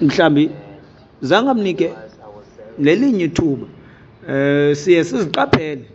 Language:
Xhosa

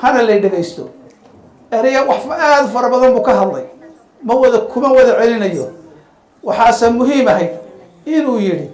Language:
Somali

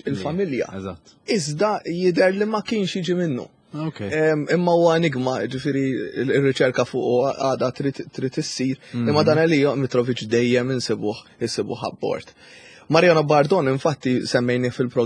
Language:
Maltese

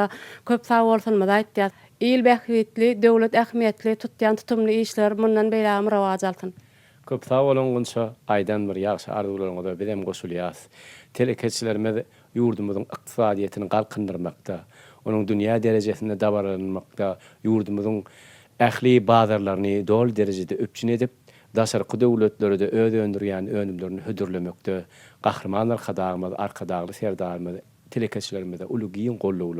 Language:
Turkmen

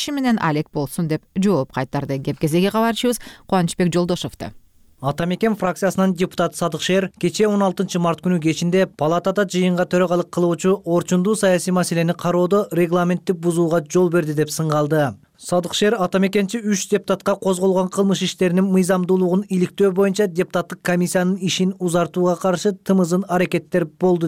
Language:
Kyrgyz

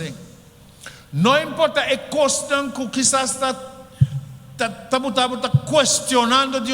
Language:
Papiamento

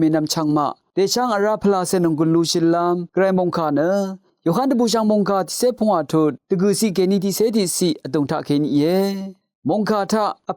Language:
Rawang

